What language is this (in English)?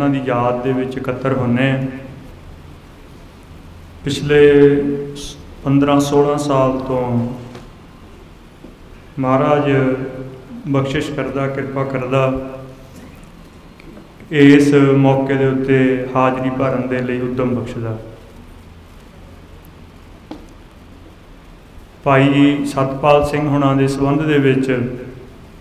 Punjabi